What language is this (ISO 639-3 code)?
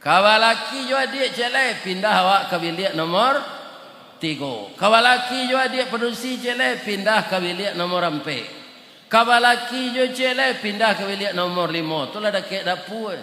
min